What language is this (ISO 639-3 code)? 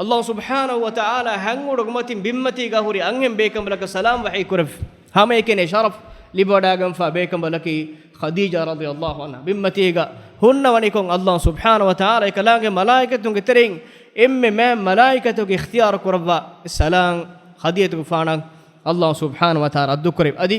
div